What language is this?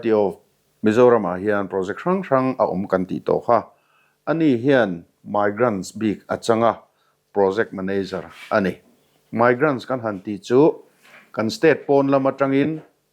Mizo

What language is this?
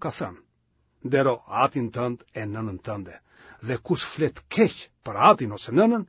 Albanian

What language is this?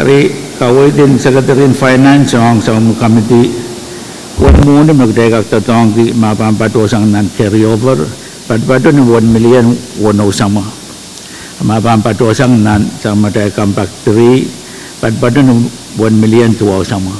Pohnpeian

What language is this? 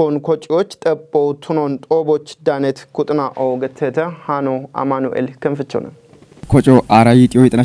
Kafa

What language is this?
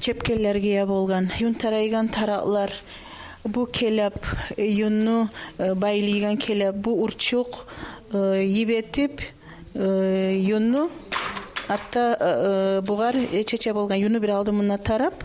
Kumyk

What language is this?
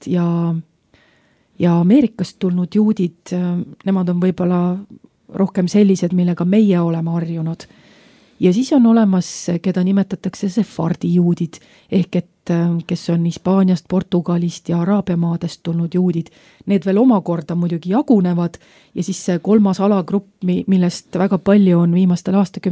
Estonian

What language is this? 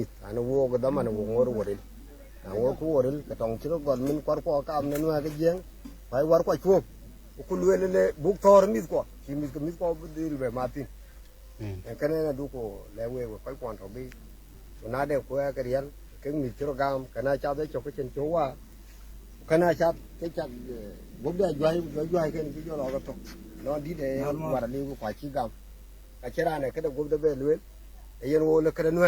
Nuer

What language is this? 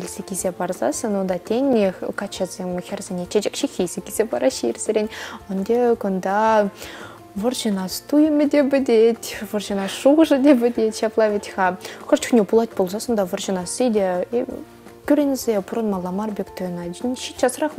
Chuvash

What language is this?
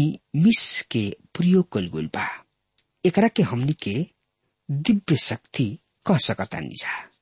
Bhojpuri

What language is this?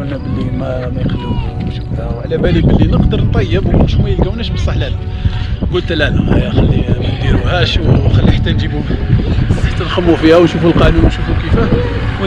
Algerian Arabic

